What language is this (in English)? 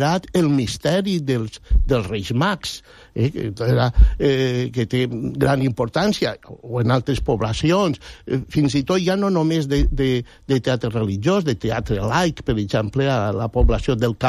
Catalan